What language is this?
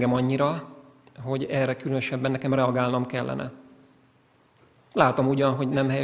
Hungarian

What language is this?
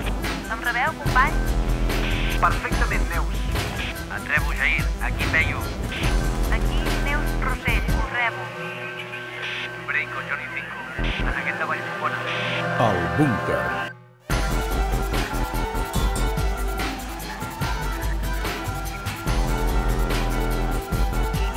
Catalan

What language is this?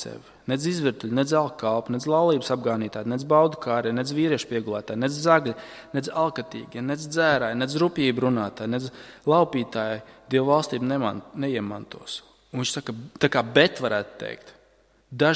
Latvian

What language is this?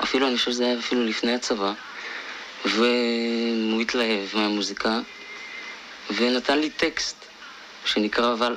Hebrew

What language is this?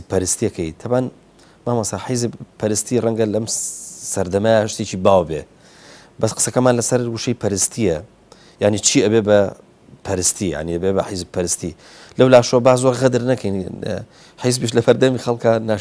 Central Kurdish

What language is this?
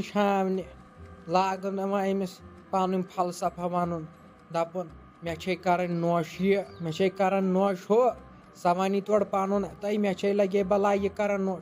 Kashmiri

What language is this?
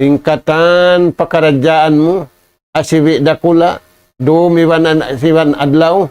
Tausug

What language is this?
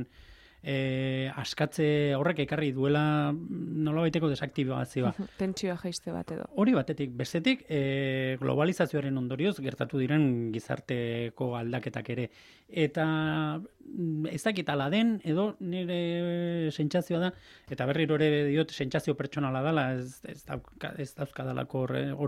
Basque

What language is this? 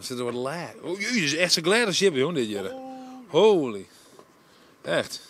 Western Frisian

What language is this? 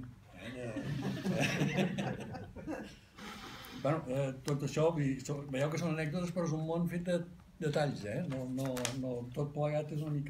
Catalan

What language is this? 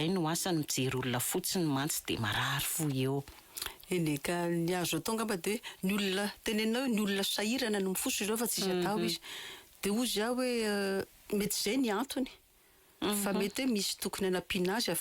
Malagasy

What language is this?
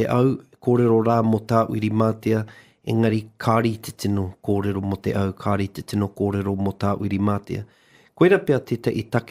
Māori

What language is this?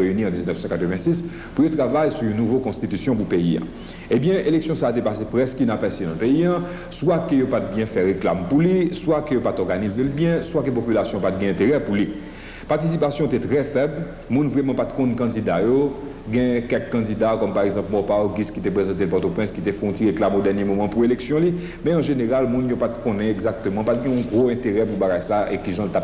Haitian Creole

